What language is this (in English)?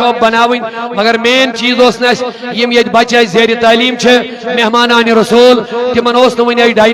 Kashmiri